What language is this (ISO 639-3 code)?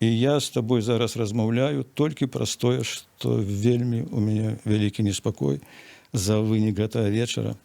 bel